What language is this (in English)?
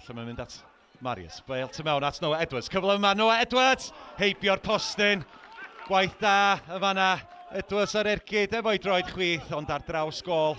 Welsh